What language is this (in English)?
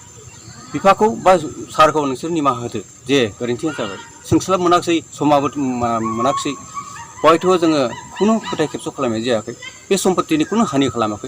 Bodo